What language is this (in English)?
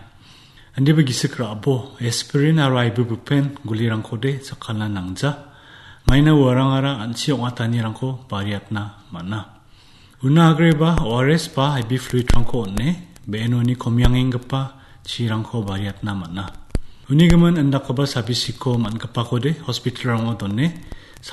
Garo